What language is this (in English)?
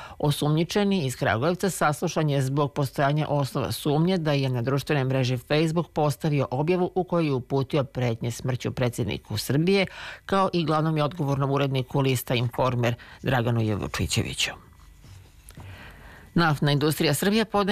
Serbian